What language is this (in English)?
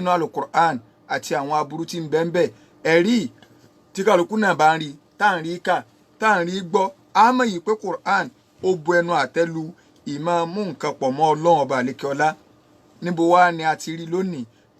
Yoruba